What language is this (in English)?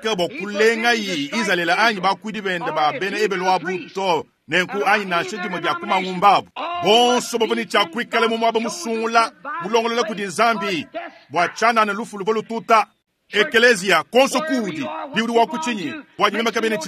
Luba-Lulua